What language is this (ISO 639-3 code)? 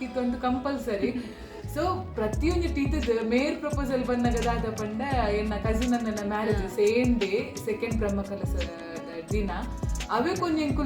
tcy